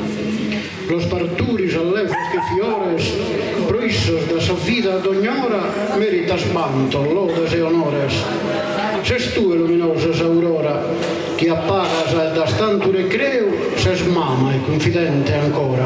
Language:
Sardinian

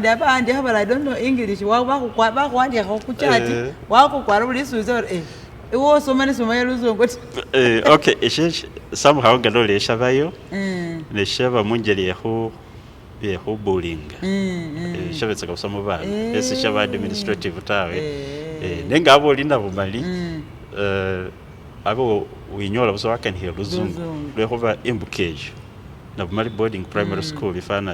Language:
Masaaba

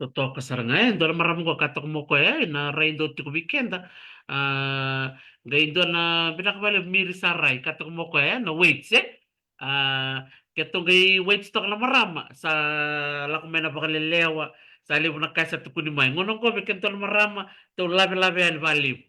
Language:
Fijian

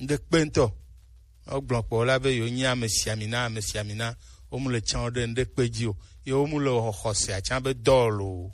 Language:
Gen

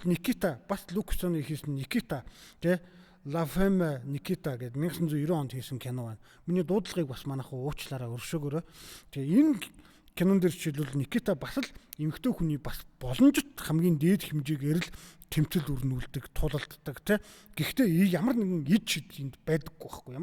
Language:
Mongolian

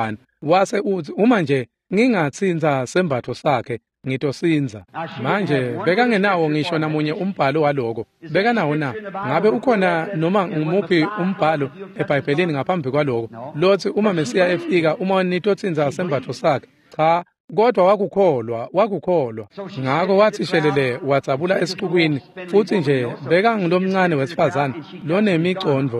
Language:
Swati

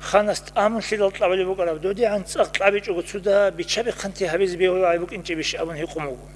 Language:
Avaric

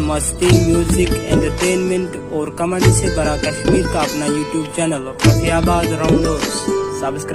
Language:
Kashmiri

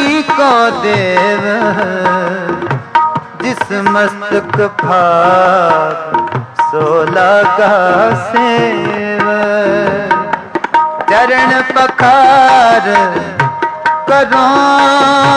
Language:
Hindi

